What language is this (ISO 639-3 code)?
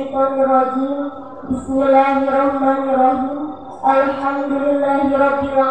sun